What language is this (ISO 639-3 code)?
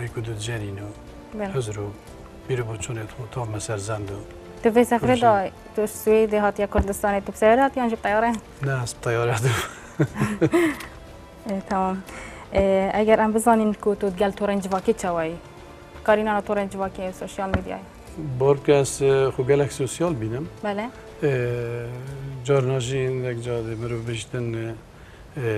kur